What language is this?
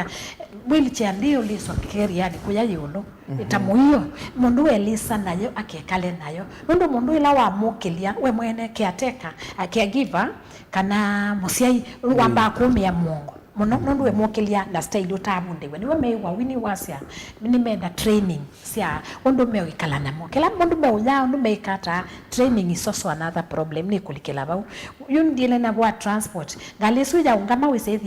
Kamba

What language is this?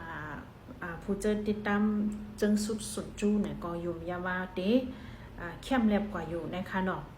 Shan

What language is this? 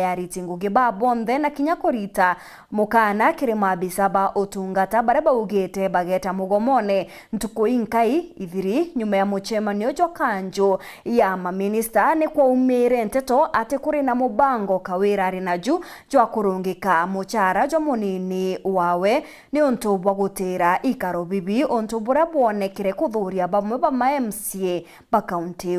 Meru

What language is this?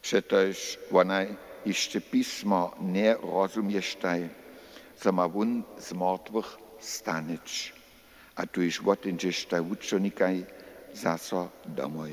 Upper Sorbian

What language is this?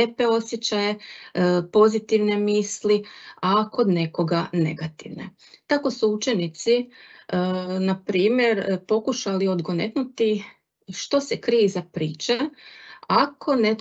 Croatian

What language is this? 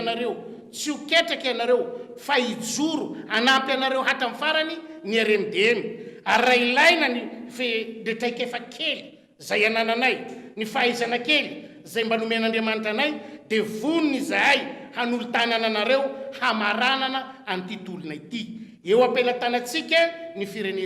Malagasy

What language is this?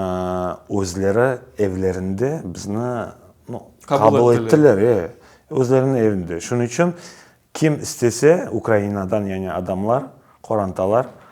Crimean Tatar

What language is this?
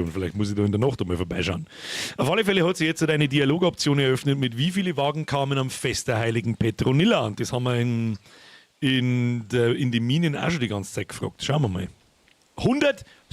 Bavarian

